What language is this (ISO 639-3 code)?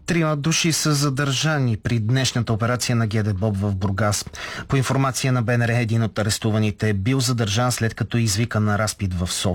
bul